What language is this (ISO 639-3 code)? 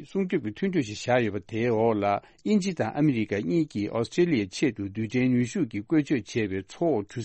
bod